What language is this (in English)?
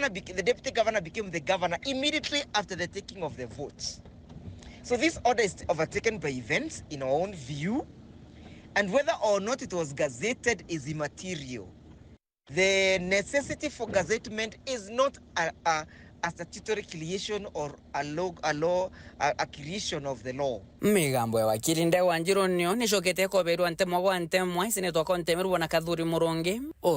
Meru